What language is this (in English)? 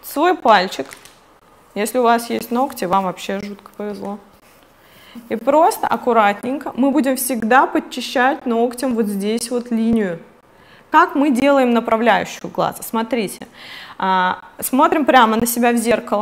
Russian